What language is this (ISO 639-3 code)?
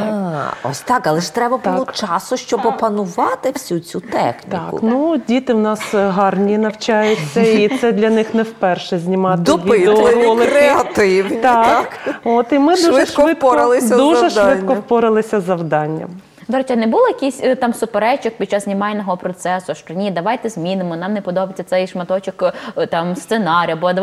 ukr